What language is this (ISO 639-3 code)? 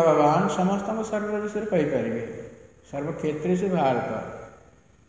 ori